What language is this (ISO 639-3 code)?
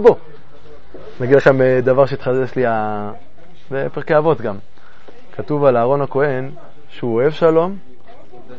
heb